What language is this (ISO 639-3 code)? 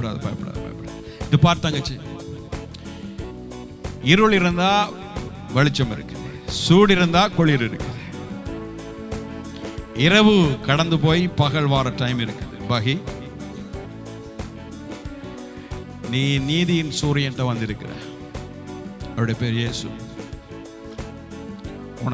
tam